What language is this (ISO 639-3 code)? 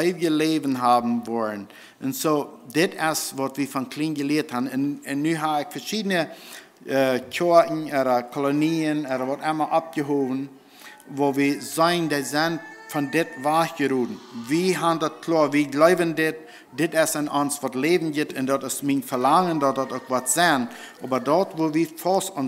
pdt